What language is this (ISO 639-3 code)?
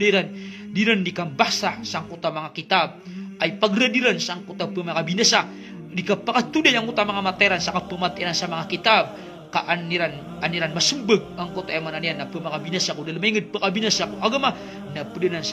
mrw